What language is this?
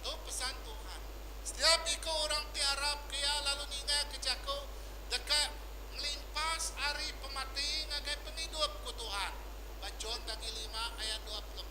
Iban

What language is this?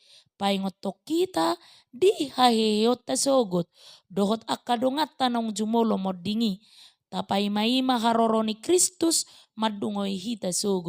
Batak Toba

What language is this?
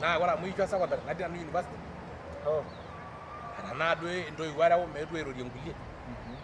Masai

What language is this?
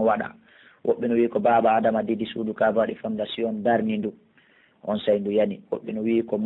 Pular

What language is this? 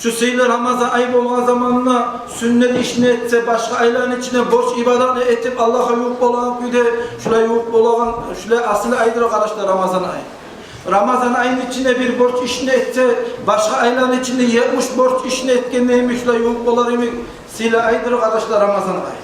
Kumyk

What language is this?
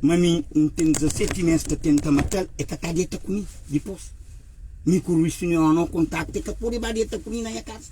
Kabuverdianu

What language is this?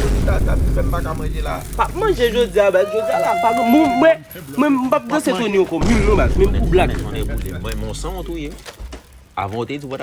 Haitian Creole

